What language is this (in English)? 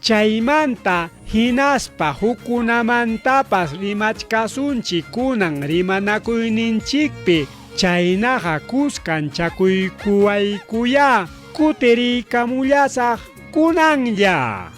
Ayacucho Quechua